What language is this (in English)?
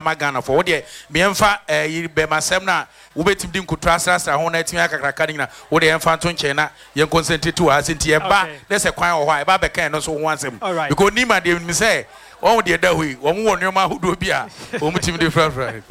Akan